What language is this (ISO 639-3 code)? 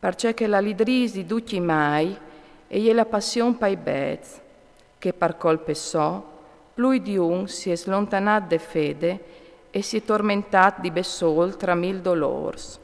fur